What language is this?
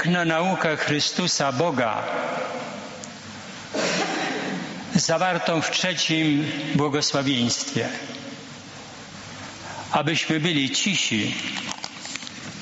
Polish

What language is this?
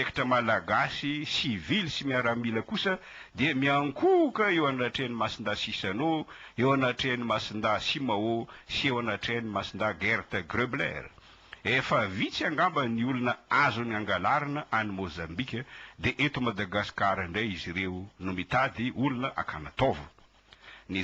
Malagasy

